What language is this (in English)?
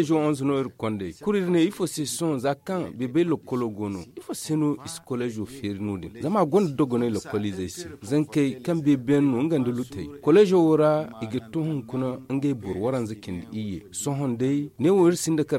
Zarma